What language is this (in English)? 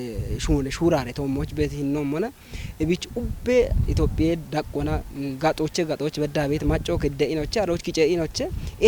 Kafa